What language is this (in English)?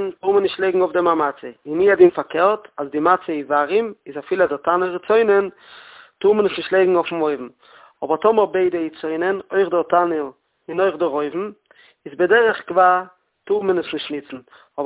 Yiddish